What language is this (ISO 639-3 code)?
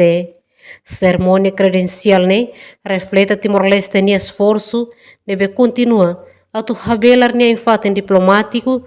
tet